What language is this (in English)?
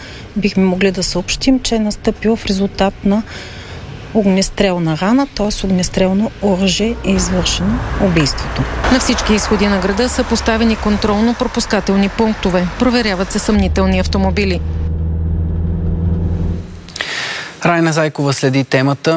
Bulgarian